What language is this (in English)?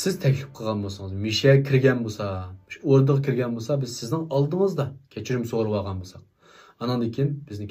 Uyghur